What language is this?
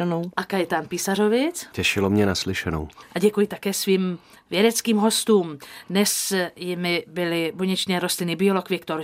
Czech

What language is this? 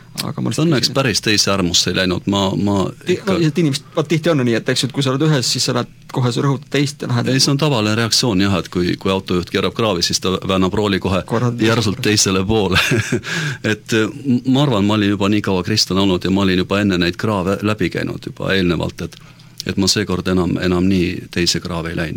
Estonian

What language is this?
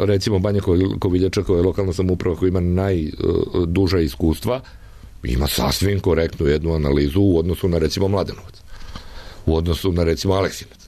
Serbian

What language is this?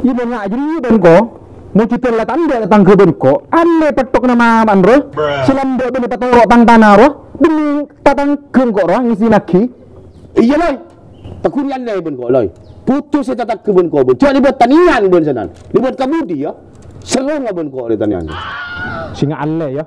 Madurese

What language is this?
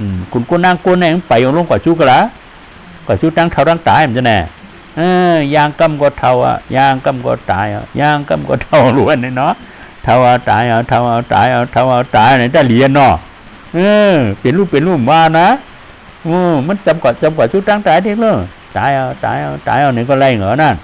Shan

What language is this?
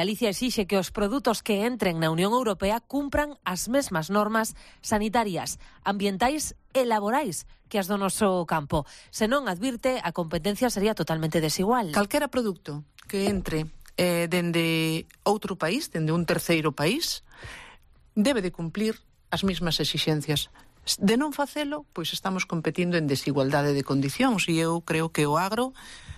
Galician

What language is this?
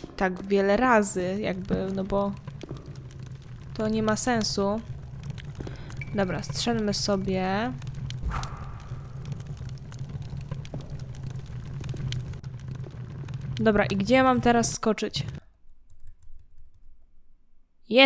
Polish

